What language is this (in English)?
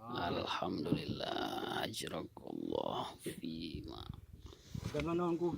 Achinese